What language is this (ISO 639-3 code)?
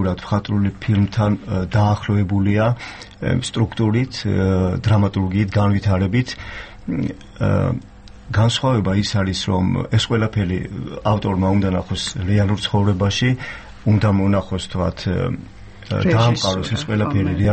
kat